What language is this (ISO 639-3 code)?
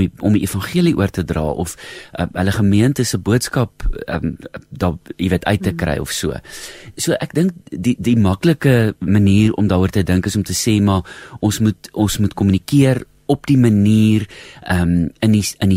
afr